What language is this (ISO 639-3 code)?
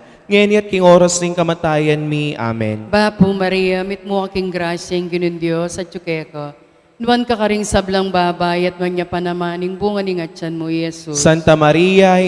pam